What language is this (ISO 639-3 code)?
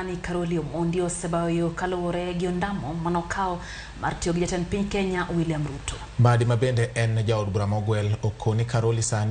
luo